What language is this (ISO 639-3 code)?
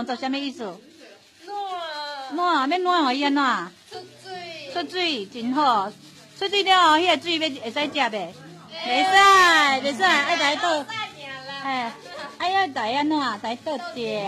nan